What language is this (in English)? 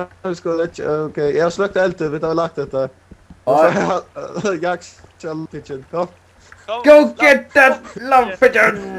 Faroese